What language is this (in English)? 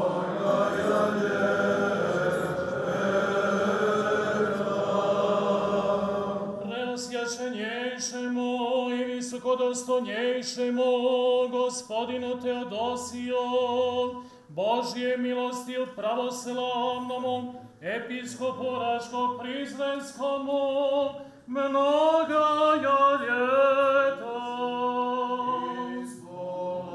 Serbian